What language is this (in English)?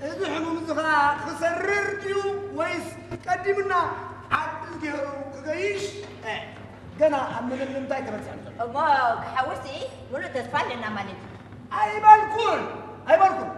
Tigrinya